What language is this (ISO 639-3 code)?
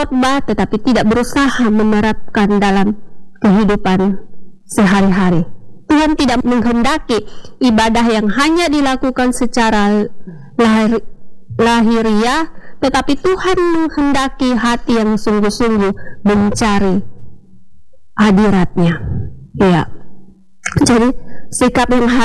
ind